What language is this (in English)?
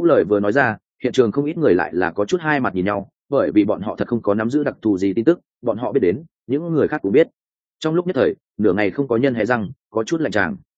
Vietnamese